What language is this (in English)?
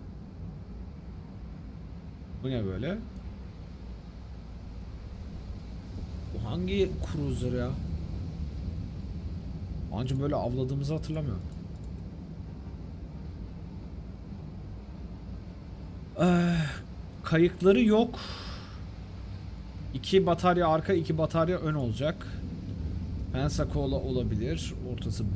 Turkish